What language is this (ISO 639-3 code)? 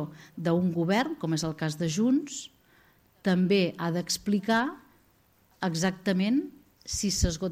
cat